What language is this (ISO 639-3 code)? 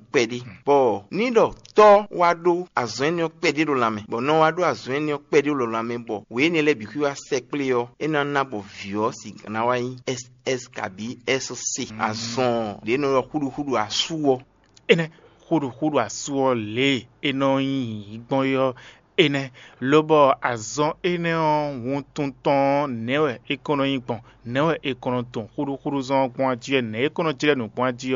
fon